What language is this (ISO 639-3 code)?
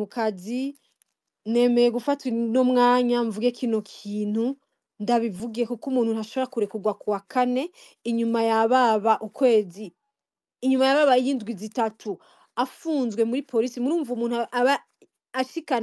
run